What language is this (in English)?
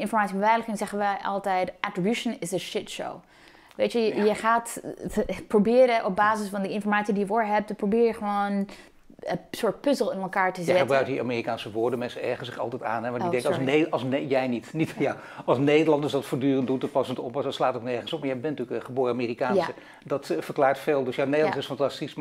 Dutch